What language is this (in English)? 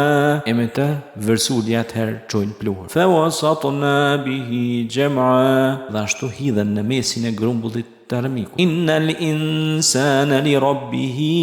Albanian